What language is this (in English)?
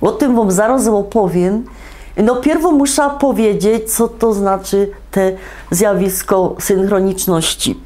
Silesian